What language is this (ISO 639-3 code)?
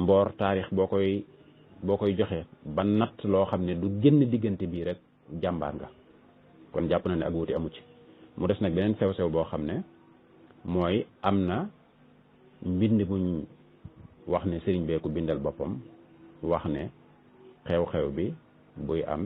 wol